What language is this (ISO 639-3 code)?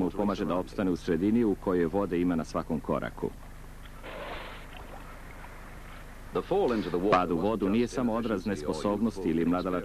srp